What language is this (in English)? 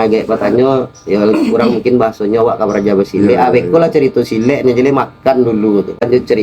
Minangkabau